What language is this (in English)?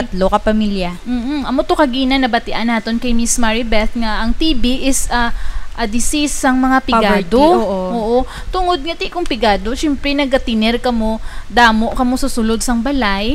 Hiligaynon